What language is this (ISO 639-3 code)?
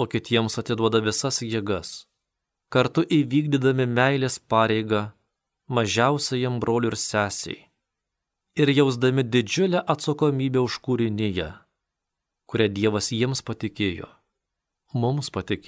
lit